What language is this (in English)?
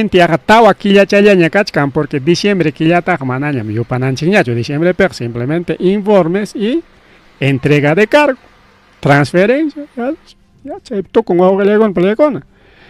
Ayacucho Quechua